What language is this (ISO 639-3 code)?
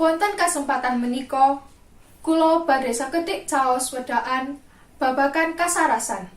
jav